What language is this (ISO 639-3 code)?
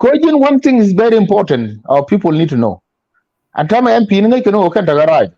nus